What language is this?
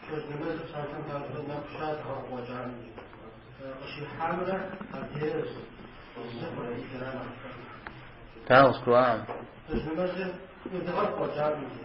Kabardian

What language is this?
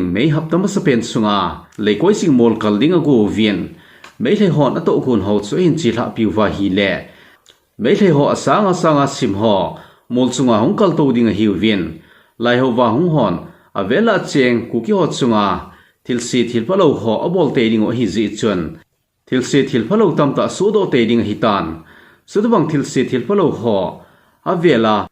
Thado Chin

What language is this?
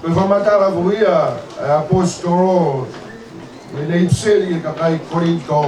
Tongan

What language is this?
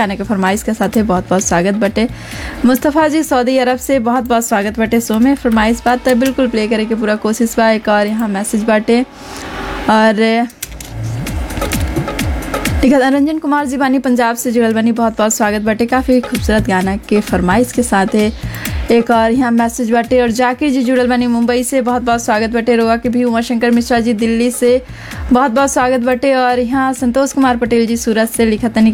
Bhojpuri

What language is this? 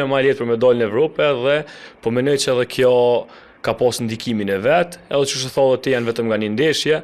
Albanian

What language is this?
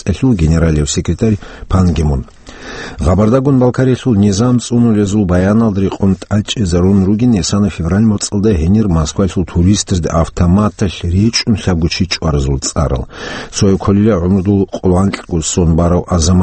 Avaric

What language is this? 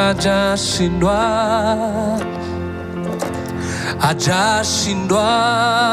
Kinyarwanda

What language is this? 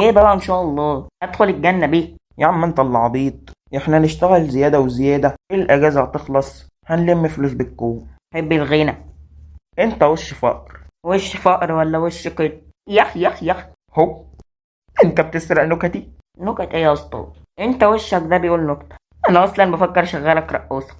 Egyptian Arabic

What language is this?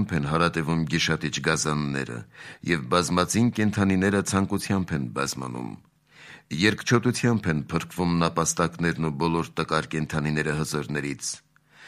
Armenian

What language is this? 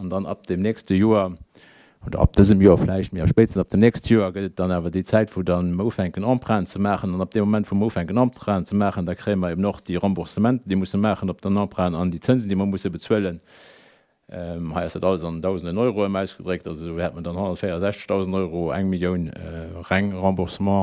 Luxembourgish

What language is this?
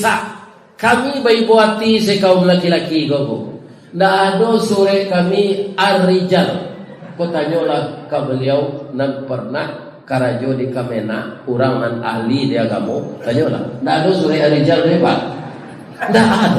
Minangkabau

